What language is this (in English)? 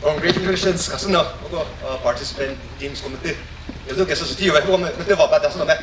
Chokri Naga